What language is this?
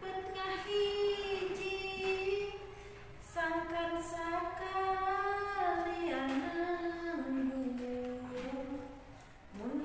Sundanese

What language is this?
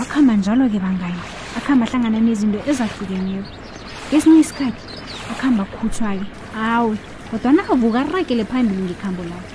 South Ndebele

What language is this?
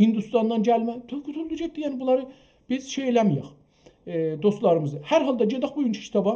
South Azerbaijani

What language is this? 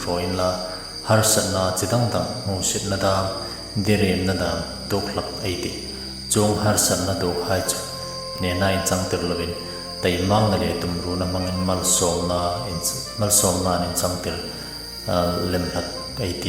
Hmar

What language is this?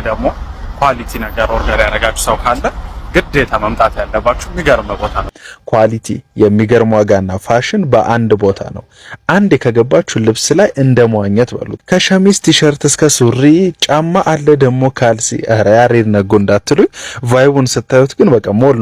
Amharic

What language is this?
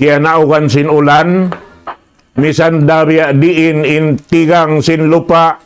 Tausug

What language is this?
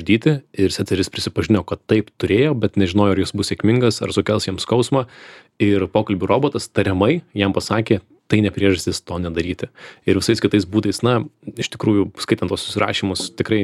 Lithuanian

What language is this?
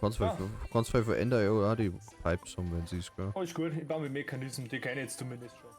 Bavarian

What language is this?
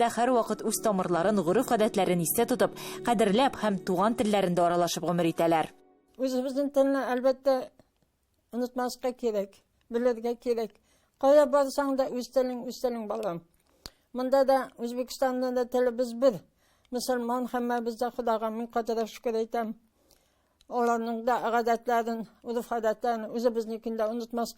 Tatar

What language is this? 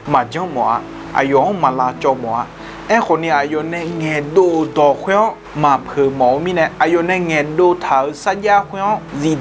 Akha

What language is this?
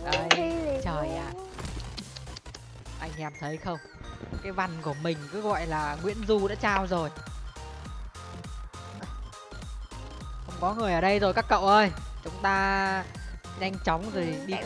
Vietnamese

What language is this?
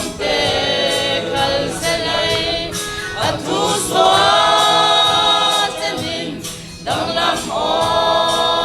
Falam Chin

